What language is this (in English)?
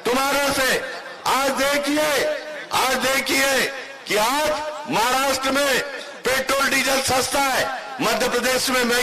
Hindi